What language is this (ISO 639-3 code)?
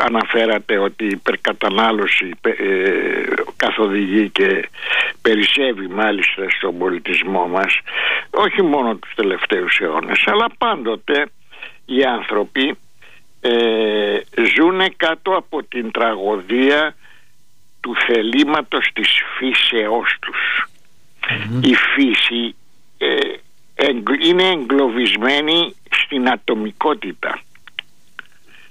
ell